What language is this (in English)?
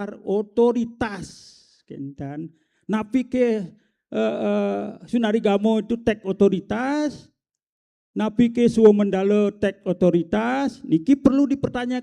Balinese